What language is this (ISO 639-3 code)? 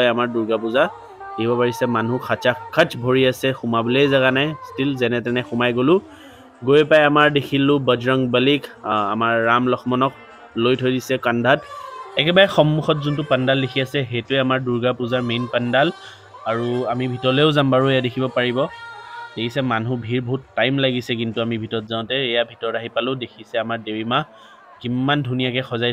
asm